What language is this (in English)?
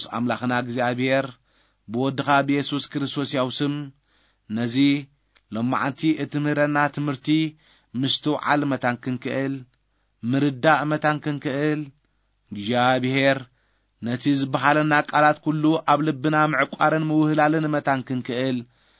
Tigrinya